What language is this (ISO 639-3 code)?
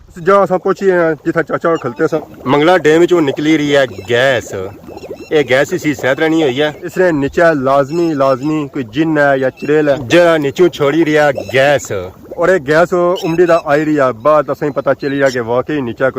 phr